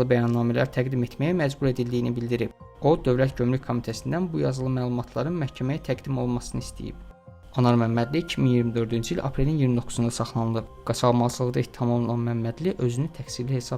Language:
Azerbaijani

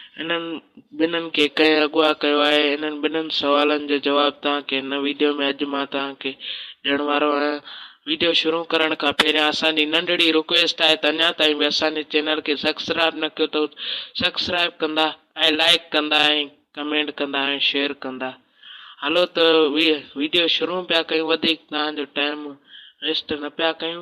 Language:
Sindhi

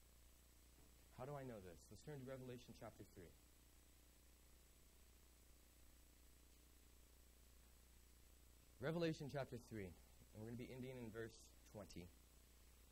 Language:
English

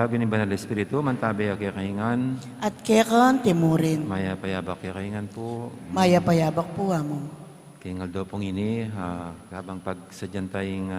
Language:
Pampanga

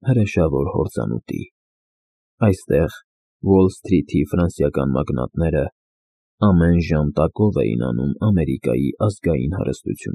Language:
Armenian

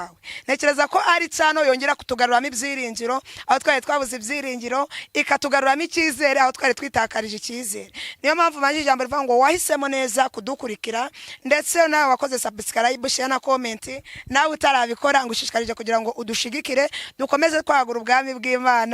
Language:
Kinyarwanda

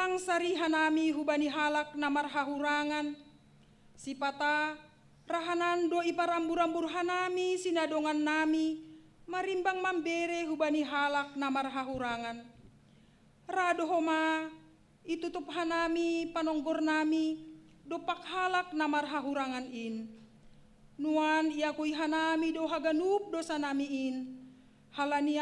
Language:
Batak Simalungun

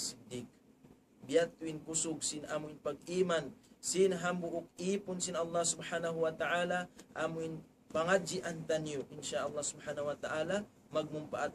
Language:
Tausug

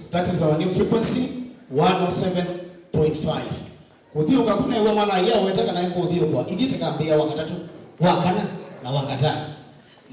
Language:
Kamba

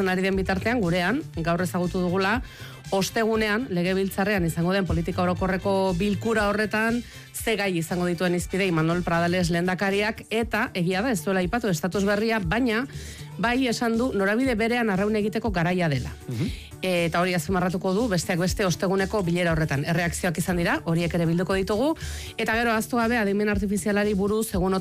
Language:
Basque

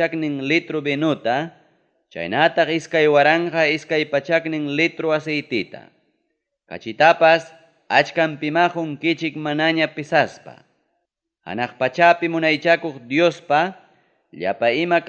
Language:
Ayacucho Quechua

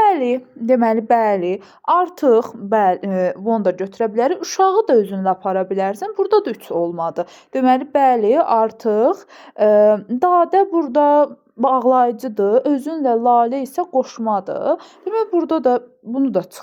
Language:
Azerbaijani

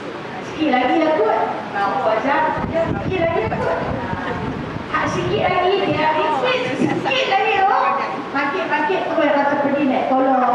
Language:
Malay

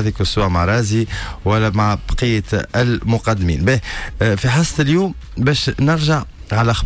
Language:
Tunisian Arabic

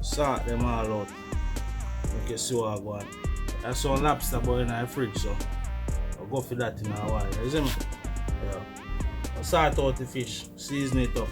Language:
Jamaican Creole English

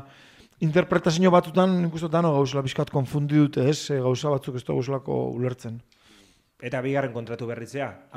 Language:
Basque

